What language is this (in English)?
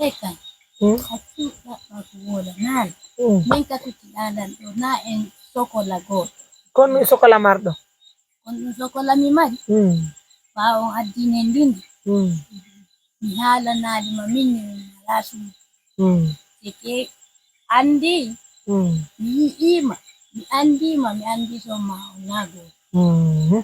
Pular